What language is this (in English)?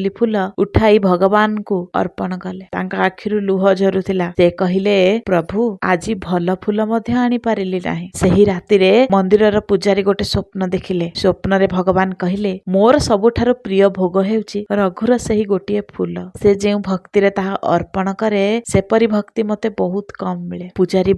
Odia